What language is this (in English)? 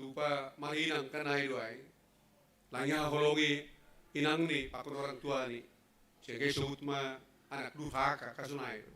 Batak Simalungun